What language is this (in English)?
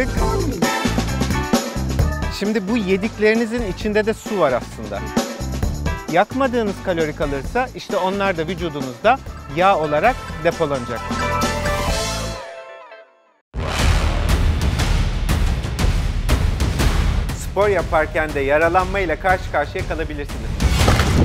Turkish